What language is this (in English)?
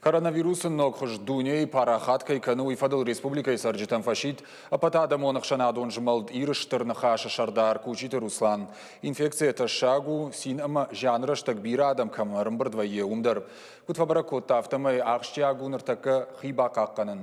Ossetic